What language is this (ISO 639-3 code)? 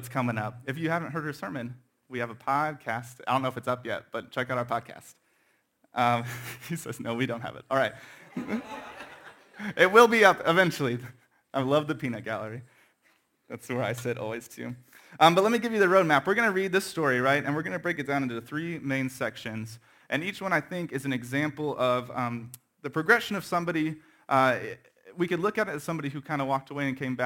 eng